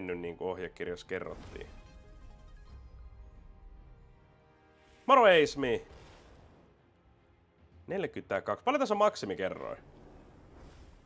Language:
Finnish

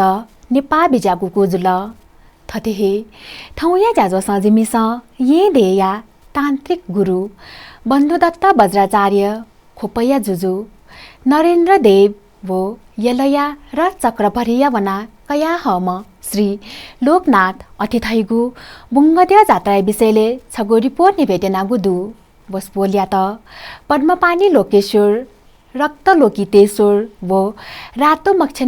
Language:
Newari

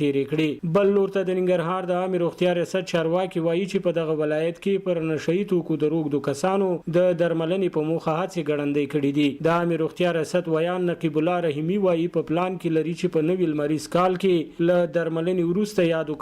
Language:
Pashto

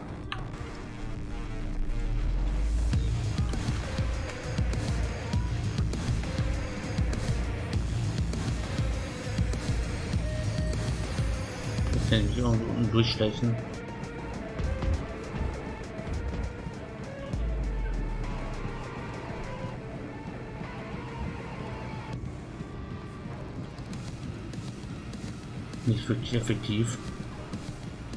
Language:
German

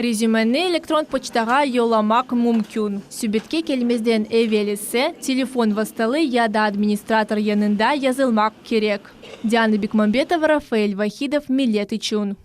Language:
Crimean Tatar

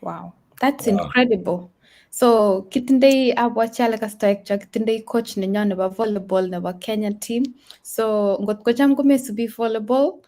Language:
Kalenjin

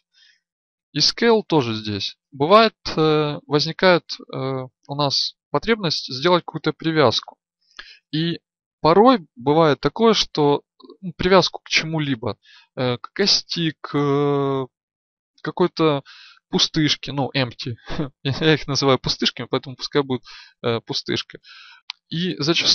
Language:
Russian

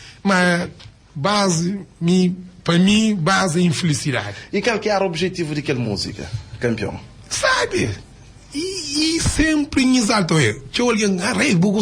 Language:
Kabuverdianu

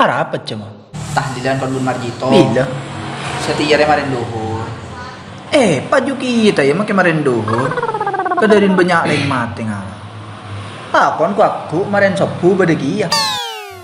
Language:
Madurese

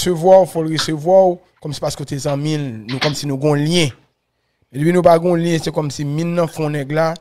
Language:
Haitian Creole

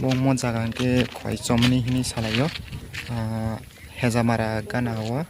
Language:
Kok Borok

